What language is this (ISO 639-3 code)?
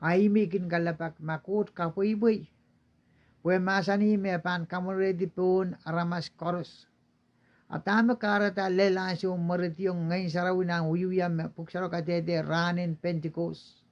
pon